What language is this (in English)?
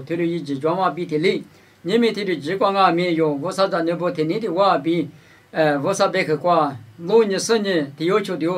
Lisu